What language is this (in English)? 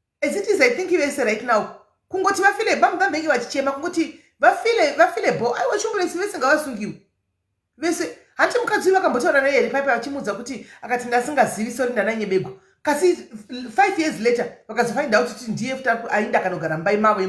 Shona